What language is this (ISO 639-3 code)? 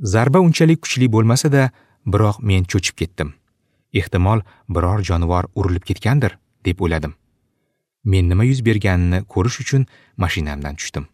uzb